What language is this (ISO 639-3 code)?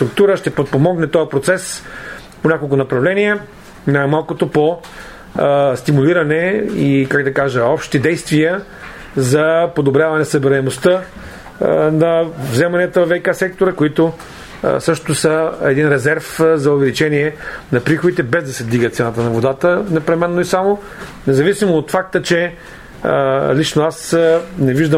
bul